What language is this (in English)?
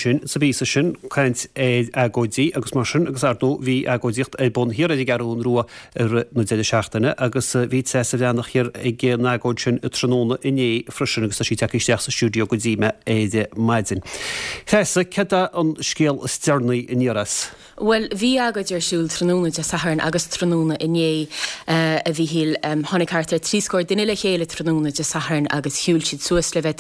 Irish